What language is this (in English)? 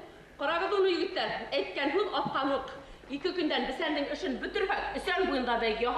Bashkir